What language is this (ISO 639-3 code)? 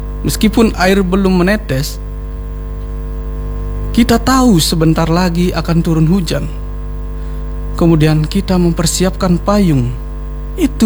ind